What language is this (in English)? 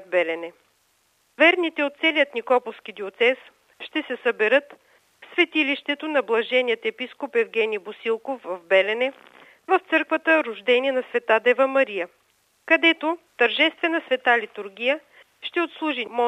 Bulgarian